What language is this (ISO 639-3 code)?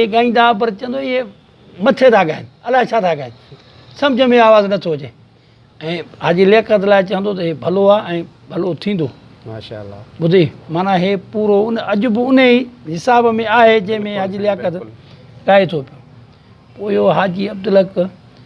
snd